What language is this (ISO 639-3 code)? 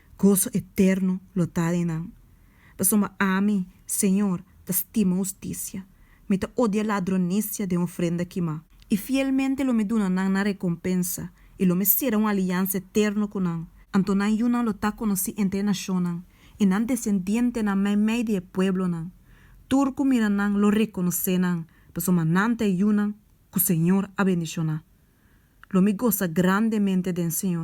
pap